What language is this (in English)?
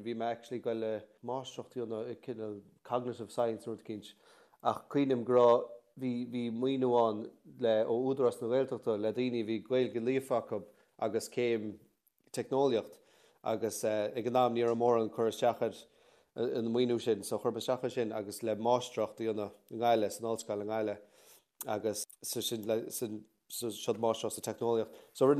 Irish